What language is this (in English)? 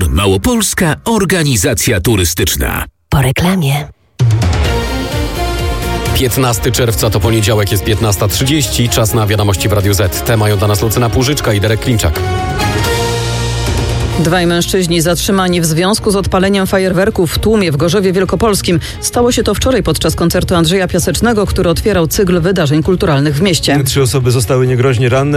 Polish